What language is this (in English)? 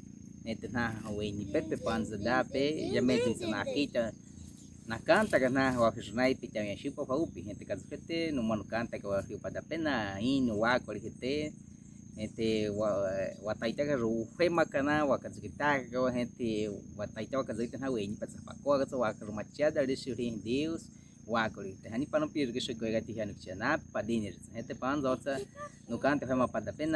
Baniwa